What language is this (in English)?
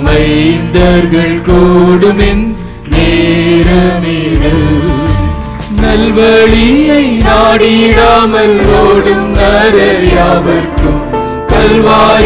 Tamil